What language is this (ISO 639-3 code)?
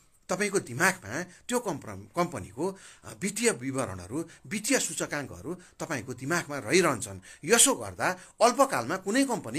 nep